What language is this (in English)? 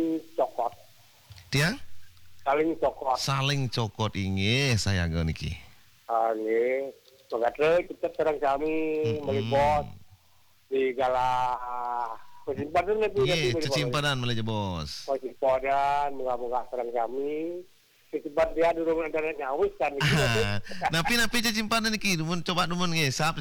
Balinese